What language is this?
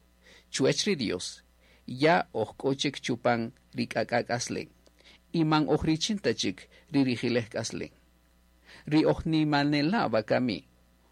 Kaqchikel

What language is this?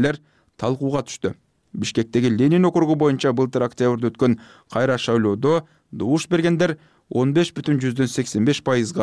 Kyrgyz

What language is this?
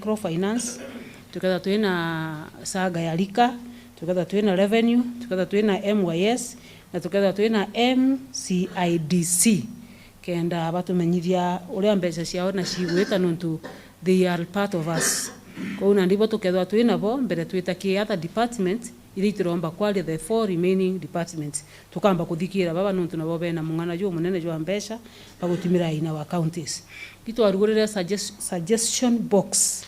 Meru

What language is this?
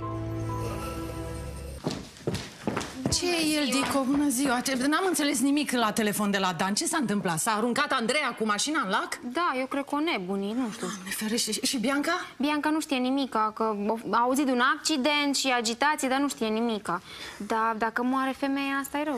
Romanian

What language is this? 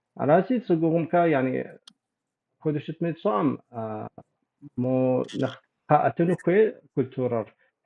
Kabardian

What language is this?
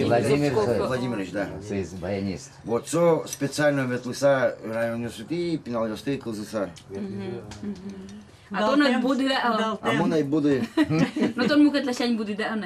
Udmurt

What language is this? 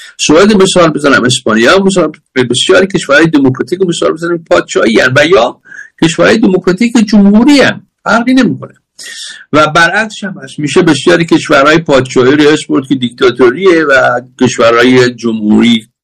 Persian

